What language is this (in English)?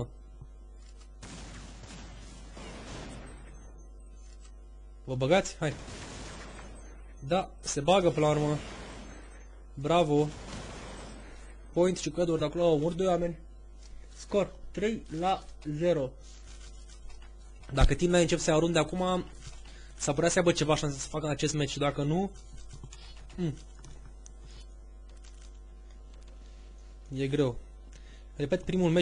Romanian